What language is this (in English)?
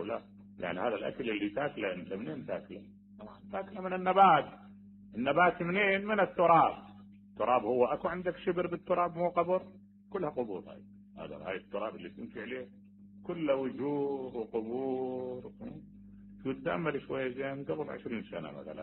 Mesopotamian Arabic